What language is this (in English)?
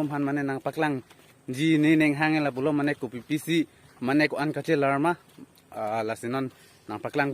Karbi